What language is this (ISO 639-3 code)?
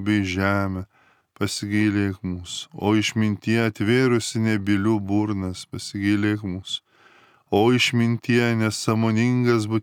lit